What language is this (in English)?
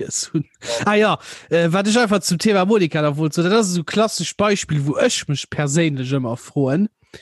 Luxembourgish